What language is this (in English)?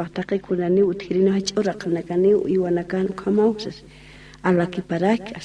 Aymara